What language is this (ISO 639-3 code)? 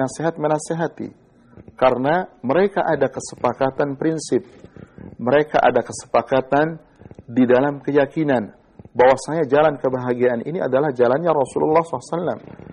ind